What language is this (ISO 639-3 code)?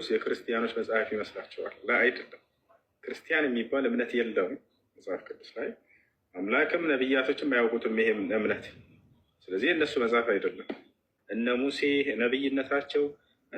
amh